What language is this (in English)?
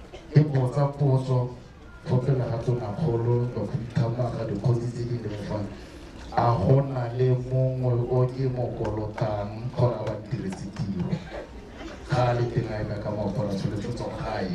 Tswana